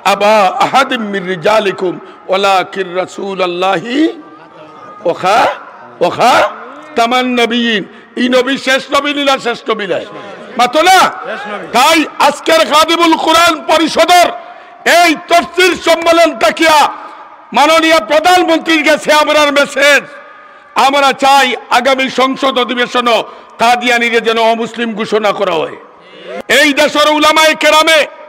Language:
Sylheti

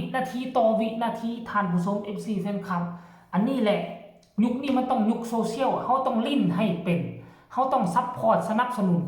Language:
Lao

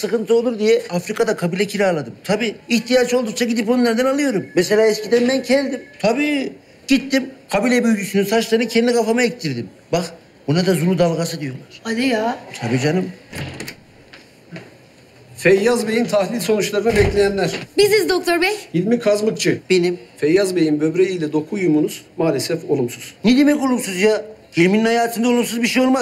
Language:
Turkish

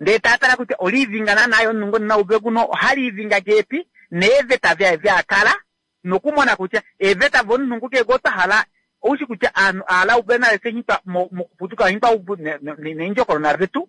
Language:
Kuanyama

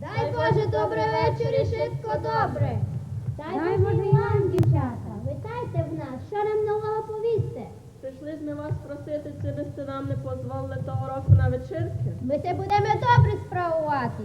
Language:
Rusyn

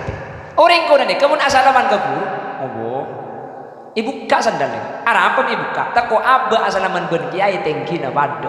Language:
Madurese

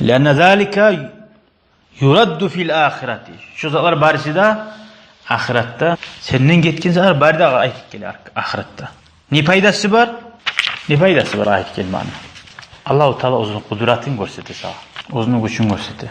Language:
Kumyk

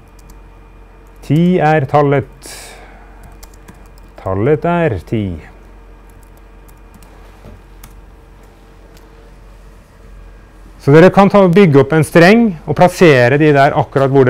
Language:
Norwegian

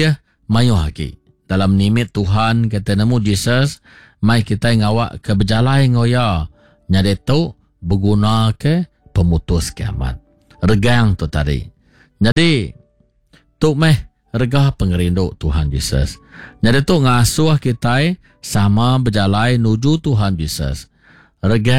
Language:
Iban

